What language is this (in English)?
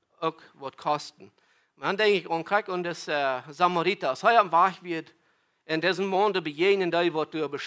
Plautdietsch